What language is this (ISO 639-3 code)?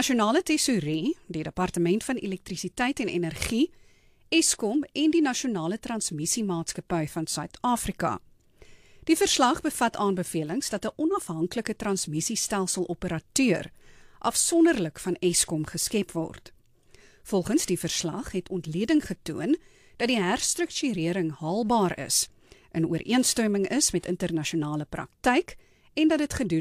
afr